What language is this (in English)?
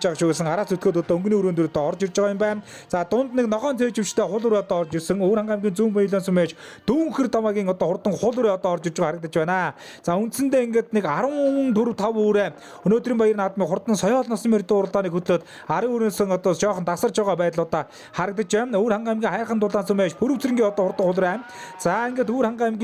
Mongolian